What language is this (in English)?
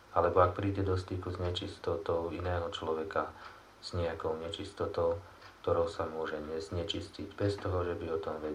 Slovak